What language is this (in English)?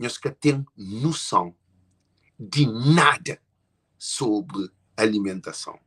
Kabuverdianu